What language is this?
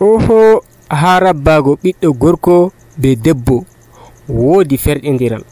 Nigerian Fulfulde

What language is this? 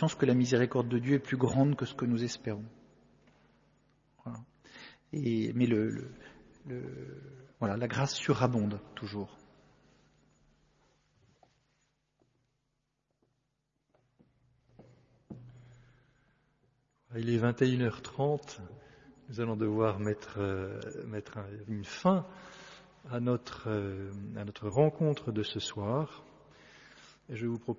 French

